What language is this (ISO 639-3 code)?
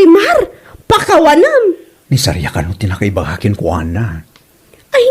ilo